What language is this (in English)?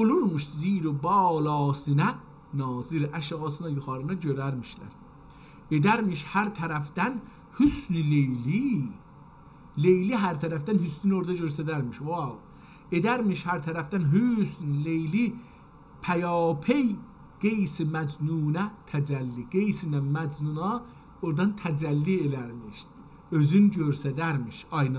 South Azerbaijani